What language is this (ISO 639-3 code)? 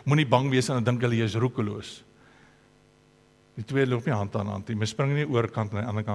afr